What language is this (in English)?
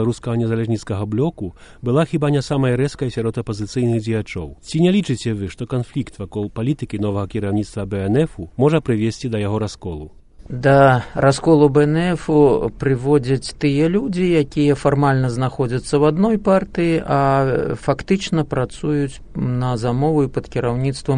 Belarusian